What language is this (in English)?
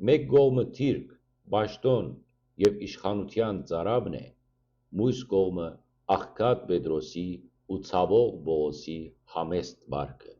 Western Armenian